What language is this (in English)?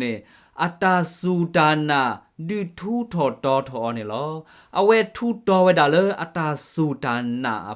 S'gaw Karen